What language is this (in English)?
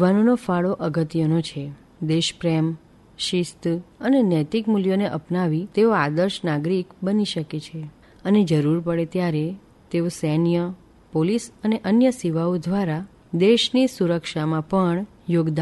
Gujarati